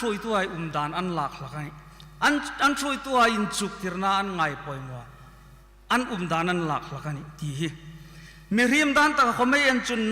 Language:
Hmar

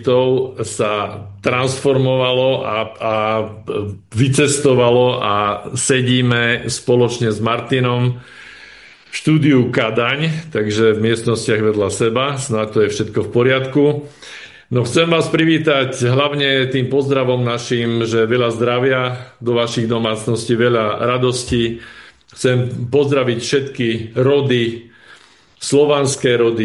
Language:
Slovak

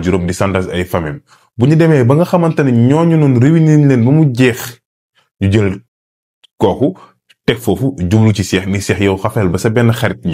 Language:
Wolof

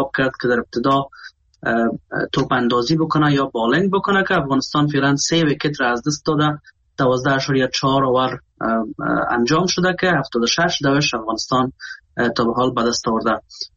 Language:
Persian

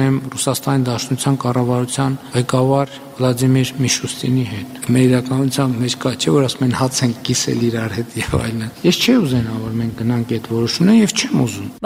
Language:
Armenian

